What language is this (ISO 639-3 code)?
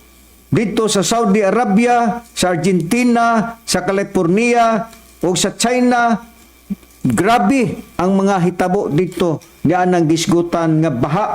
ceb